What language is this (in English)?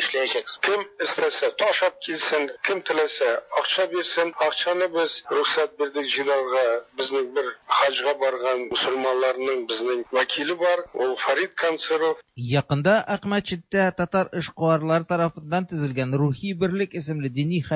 Tatar